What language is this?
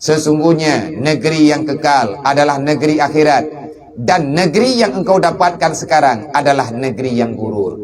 Achinese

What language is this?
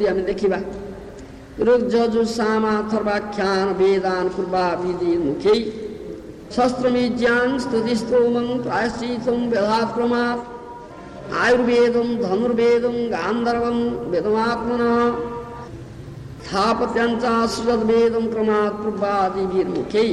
Odia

